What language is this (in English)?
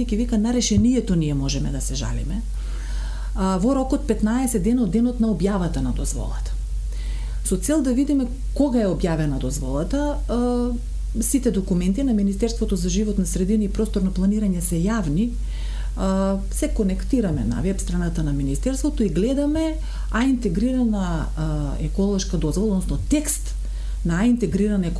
Macedonian